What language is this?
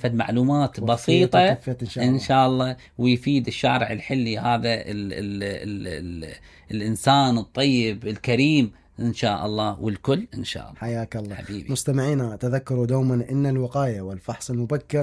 Mesopotamian Arabic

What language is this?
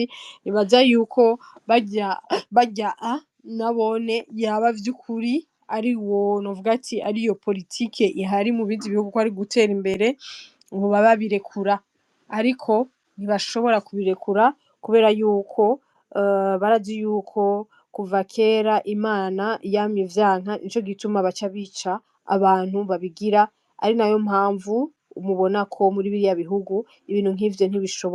Rundi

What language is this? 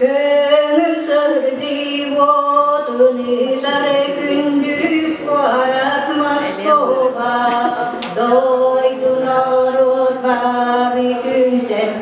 Yakut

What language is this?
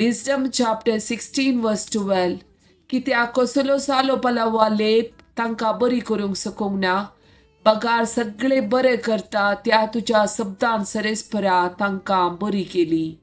Konkani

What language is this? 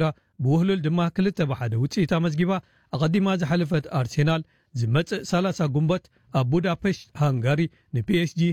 Tigrinya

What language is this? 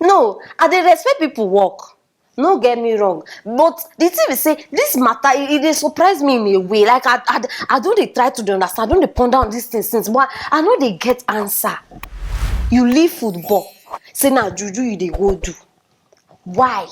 Nigerian Pidgin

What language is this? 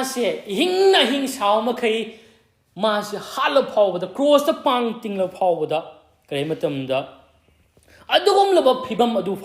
Manipuri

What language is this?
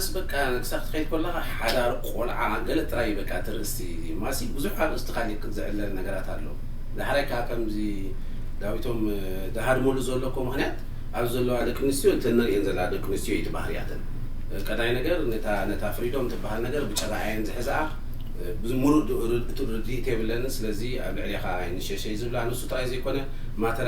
Tigrinya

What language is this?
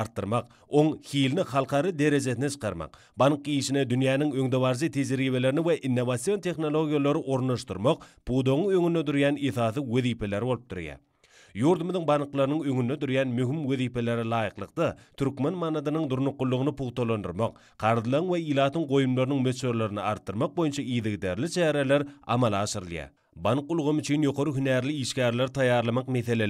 Turkmen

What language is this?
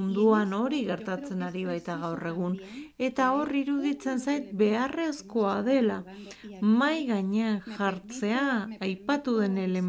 Basque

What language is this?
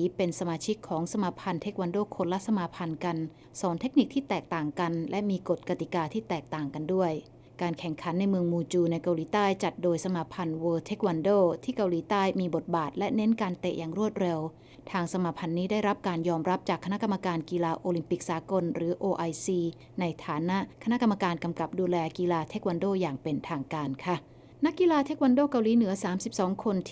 Thai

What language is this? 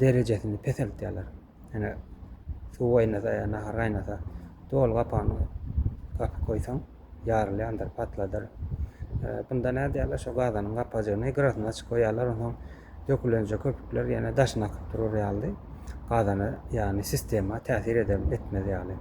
Turkmen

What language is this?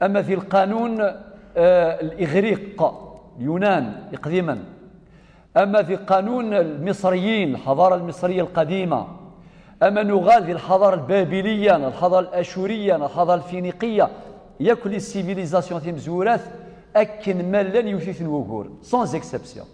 Kabyle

